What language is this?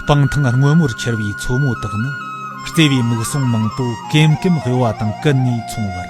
Tibetan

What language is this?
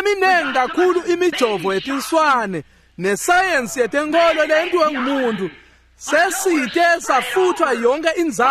Swati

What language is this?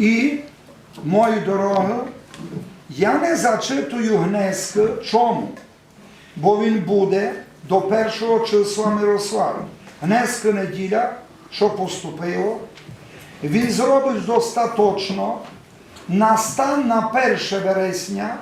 Rusyn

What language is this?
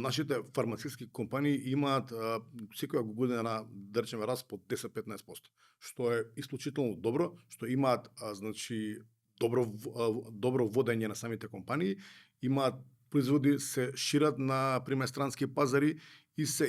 Macedonian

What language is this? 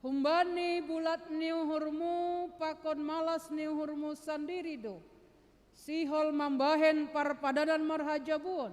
Batak Simalungun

